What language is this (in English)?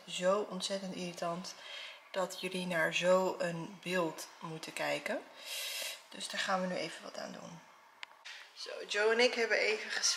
Dutch